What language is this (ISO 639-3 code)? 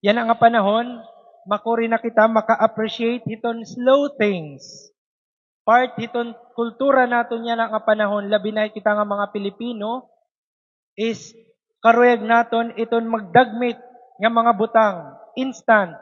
war